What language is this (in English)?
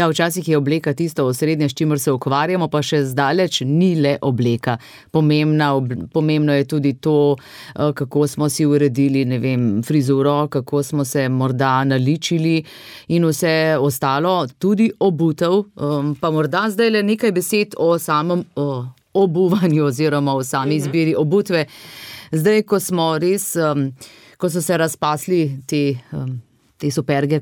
Slovenian